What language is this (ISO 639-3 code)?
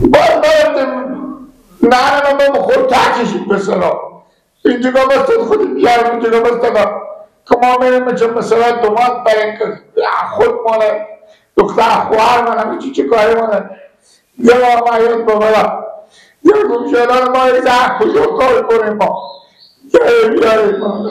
fas